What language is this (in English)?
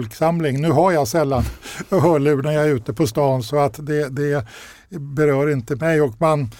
Swedish